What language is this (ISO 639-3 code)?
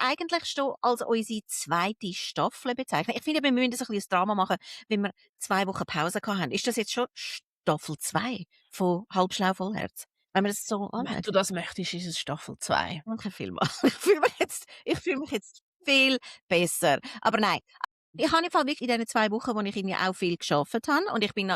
gsw